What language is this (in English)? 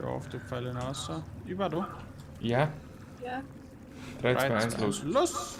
Bavarian